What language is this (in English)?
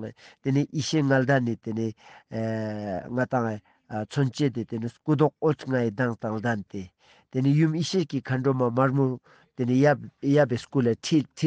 Ladakhi